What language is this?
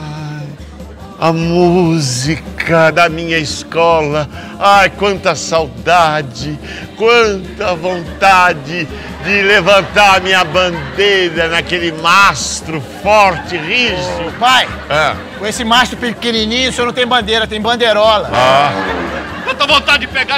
Portuguese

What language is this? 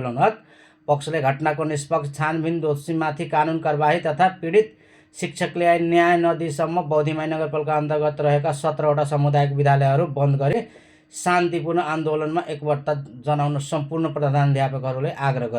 Nepali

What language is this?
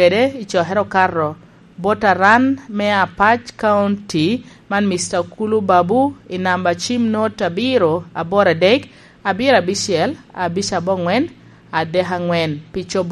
Lango (Uganda)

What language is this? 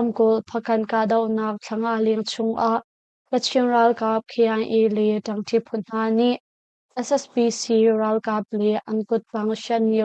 Hakha Chin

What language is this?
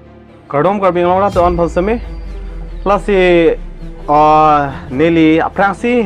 Karbi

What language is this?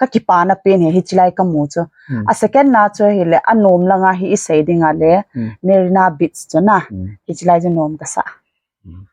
Thado Chin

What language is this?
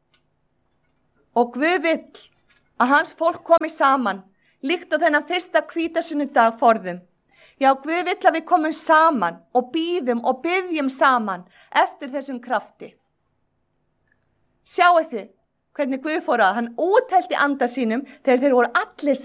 Icelandic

